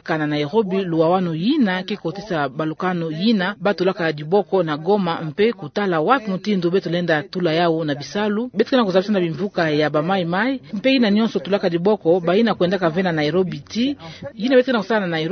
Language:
Kituba (Democratic Republic of Congo)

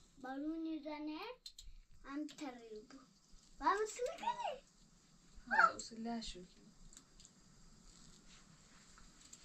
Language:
Persian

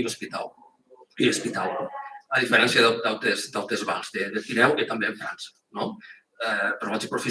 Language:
Occitan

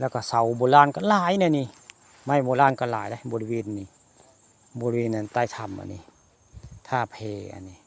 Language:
Northeastern Thai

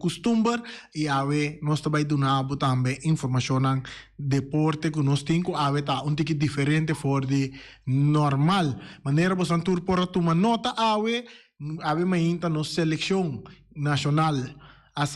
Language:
Papiamento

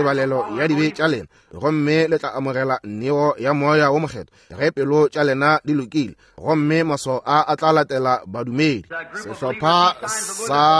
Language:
Northern Sotho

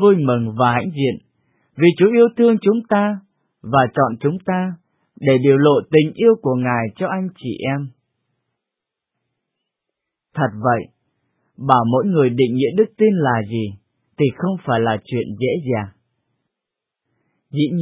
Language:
Vietnamese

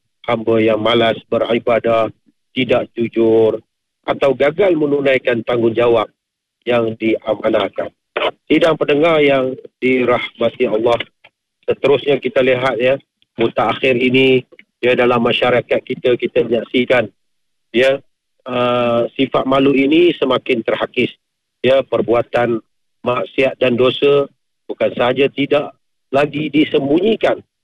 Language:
Malay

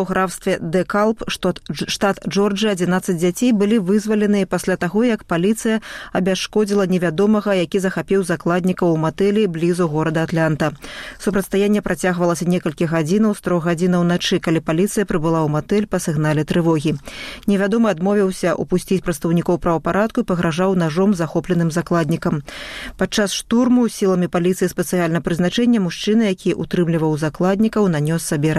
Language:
Belarusian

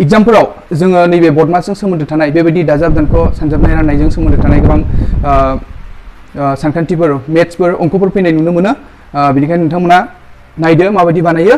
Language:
Bodo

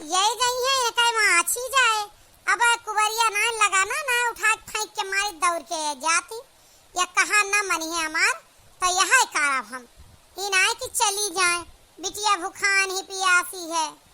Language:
Awadhi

